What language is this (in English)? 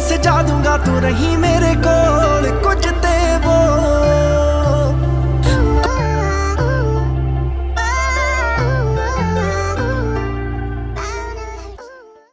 Punjabi